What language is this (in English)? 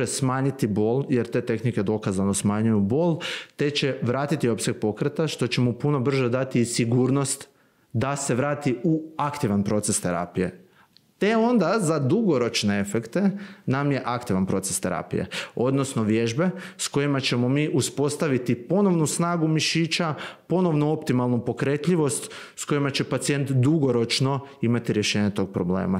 Croatian